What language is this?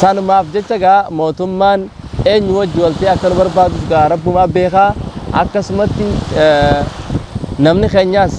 Oromo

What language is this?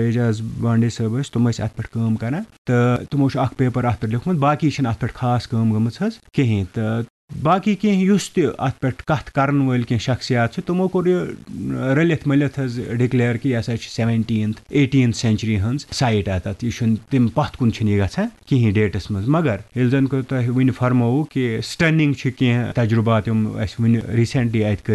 Kashmiri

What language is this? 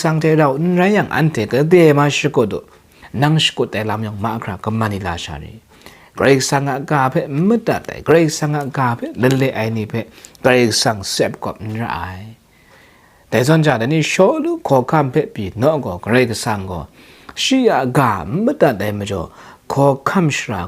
Kachin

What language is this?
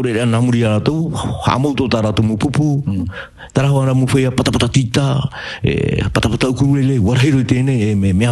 Tahitian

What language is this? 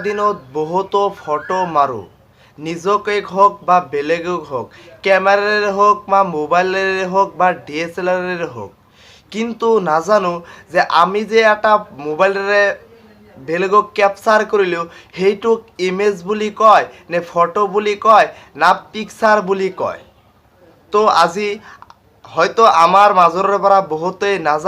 Assamese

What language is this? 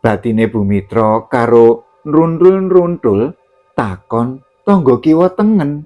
Javanese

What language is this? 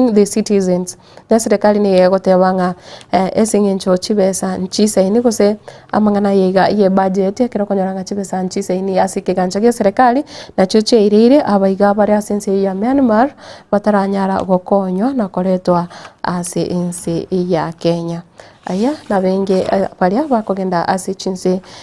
Gusii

